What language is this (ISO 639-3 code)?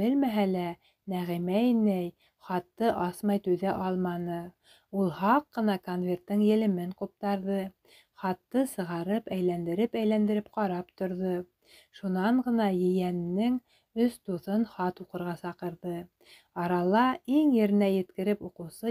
bak